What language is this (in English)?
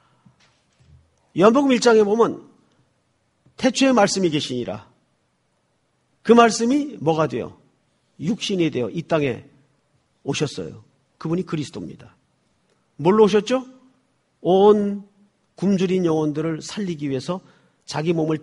Korean